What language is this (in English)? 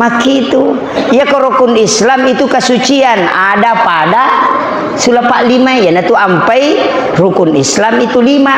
Buginese